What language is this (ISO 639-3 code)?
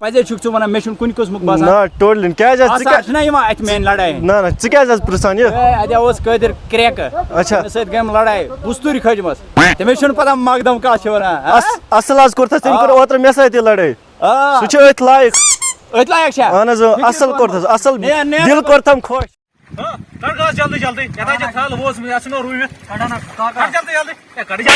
kas